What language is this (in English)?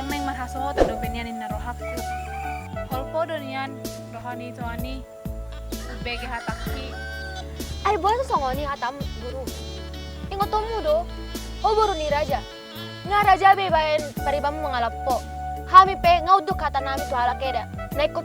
Batak Toba